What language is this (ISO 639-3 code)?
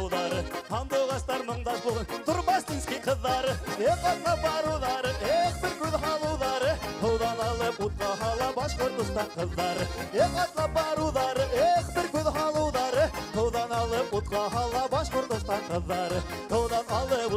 bak